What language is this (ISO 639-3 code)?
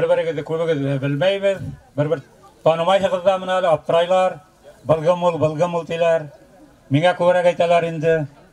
bak